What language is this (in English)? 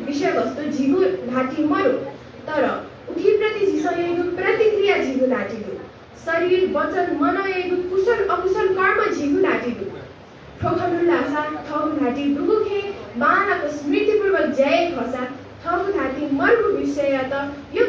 Newari